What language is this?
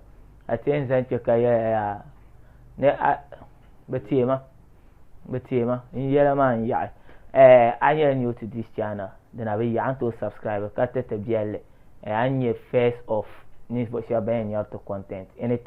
Dagbani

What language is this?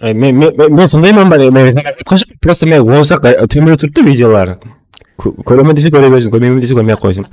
Kara-Kalpak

